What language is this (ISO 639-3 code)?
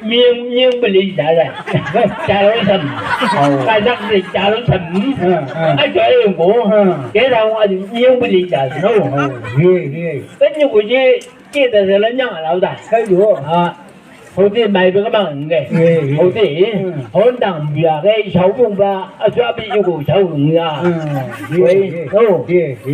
nbc